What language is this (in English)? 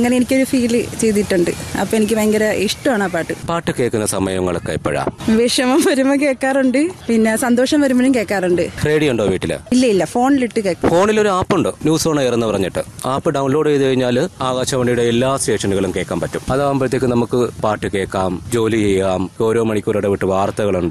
Malayalam